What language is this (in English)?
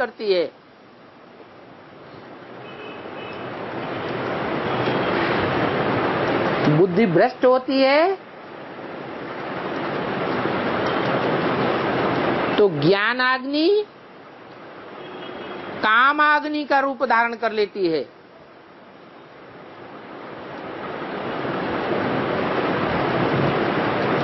Hindi